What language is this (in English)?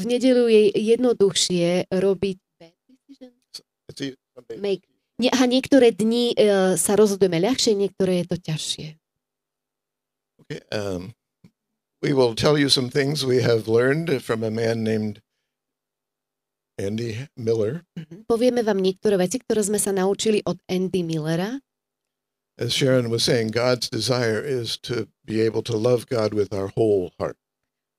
Slovak